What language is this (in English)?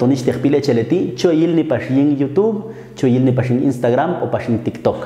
Popti'